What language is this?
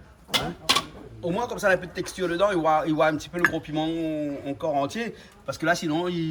Réunion Creole French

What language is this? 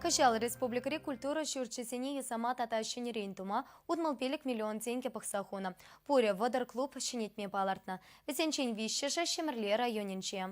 Chuvash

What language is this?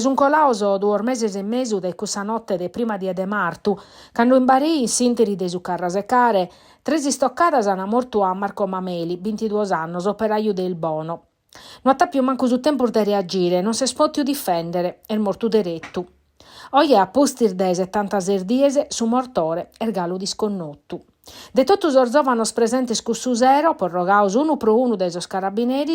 Sardinian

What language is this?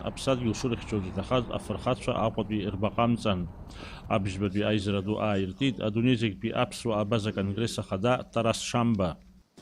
Abkhazian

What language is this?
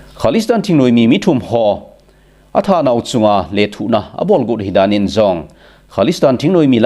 Thado Chin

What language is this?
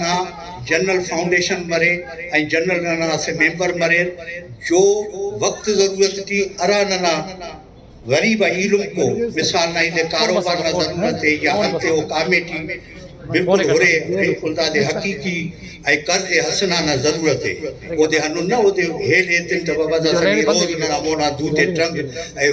Brahui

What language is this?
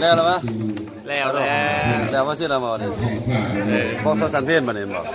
Lao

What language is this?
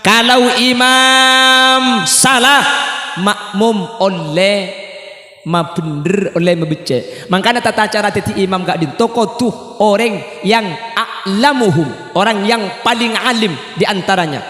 Madurese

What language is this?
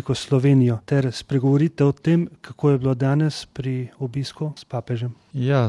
Slovenian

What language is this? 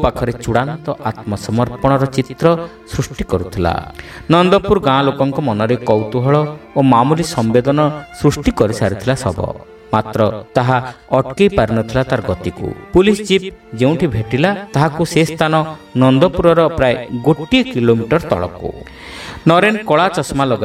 Odia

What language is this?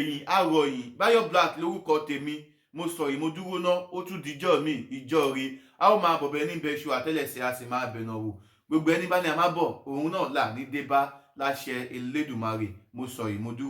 Yoruba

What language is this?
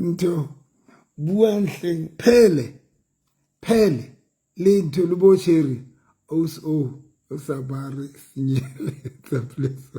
Southern Sotho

